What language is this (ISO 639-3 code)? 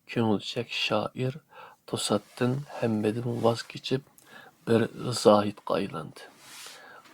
uig